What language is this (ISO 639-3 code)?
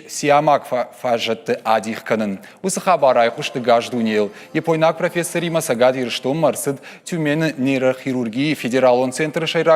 oss